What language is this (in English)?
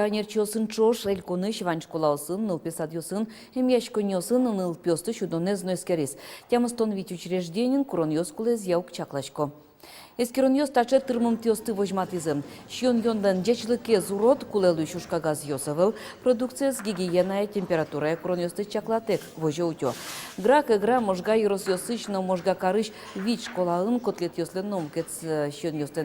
Udmurt